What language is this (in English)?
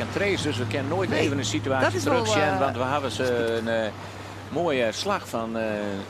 Western Frisian